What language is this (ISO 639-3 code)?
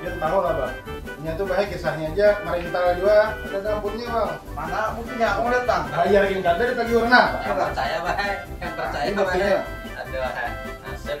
bjn